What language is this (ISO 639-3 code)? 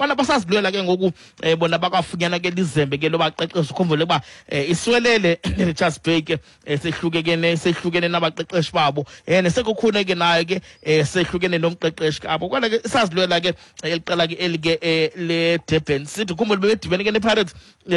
xho